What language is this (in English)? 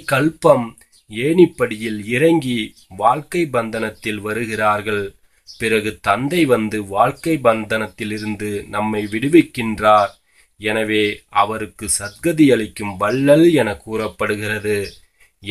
Tamil